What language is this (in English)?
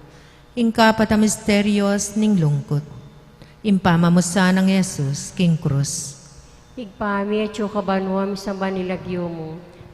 Pampanga